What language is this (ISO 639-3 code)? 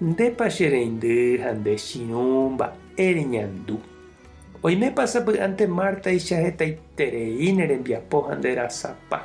grn